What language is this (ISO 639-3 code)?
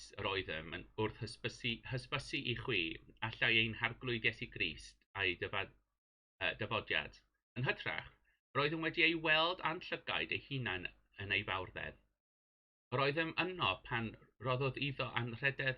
cym